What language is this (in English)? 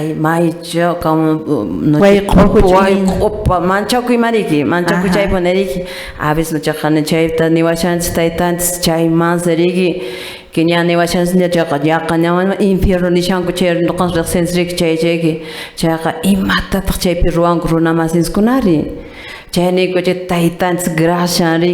Quechua